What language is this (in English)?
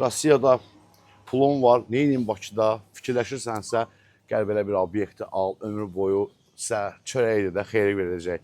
Azerbaijani